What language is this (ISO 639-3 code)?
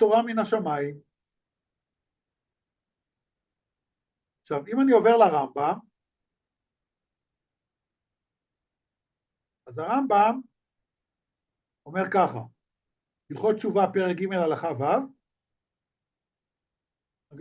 heb